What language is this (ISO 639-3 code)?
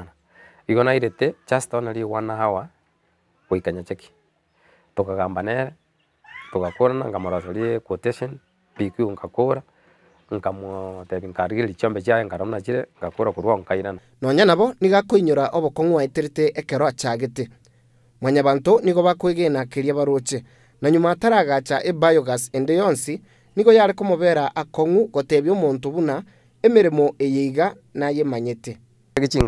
guz